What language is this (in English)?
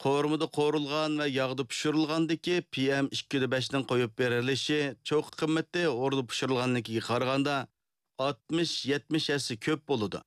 Uyghur